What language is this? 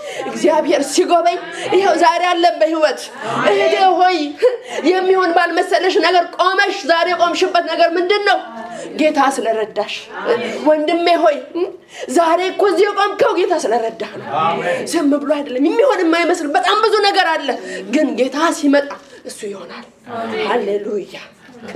Amharic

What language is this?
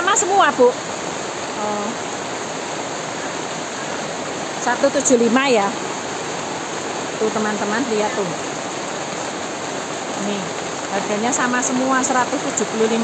Indonesian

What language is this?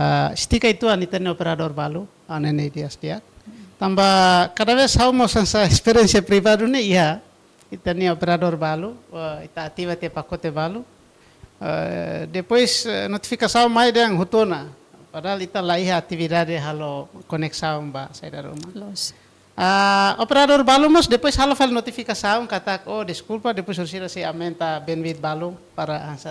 Tetum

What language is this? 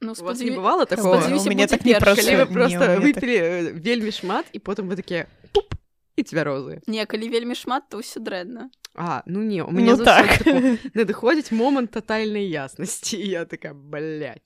Belarusian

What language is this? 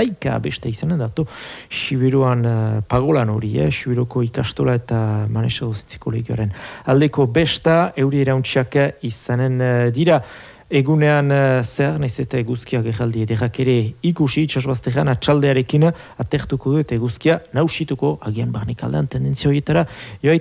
Basque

